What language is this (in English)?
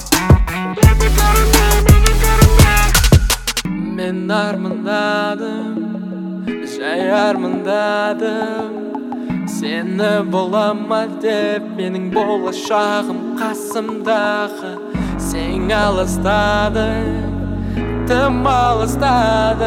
Kazakh